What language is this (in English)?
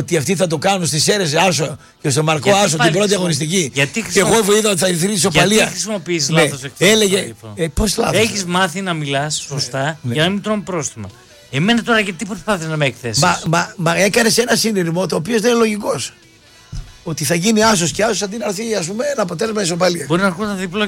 Greek